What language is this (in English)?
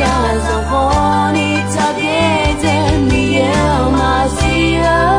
Akha